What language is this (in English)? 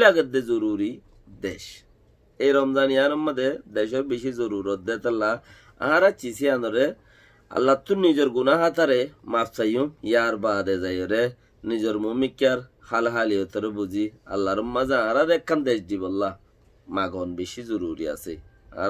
Rohingya